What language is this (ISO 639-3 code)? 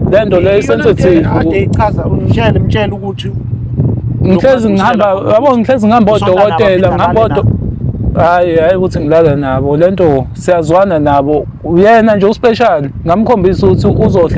zul